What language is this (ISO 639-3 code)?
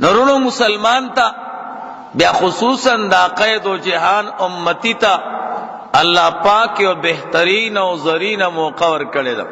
pus